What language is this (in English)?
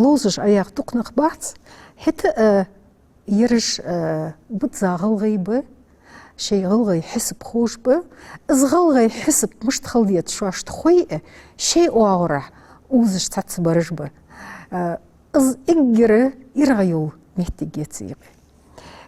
Ingush